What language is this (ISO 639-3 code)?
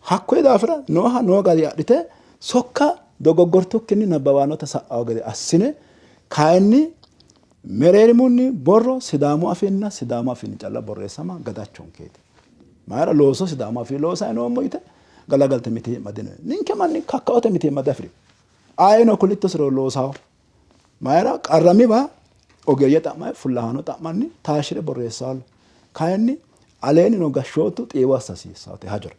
sid